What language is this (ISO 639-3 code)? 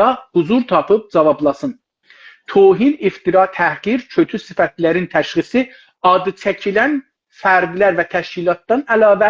azb